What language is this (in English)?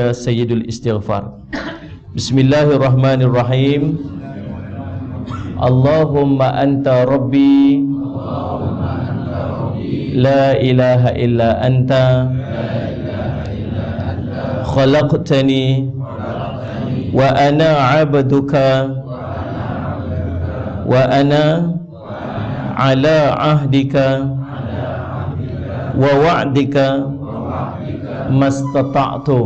Malay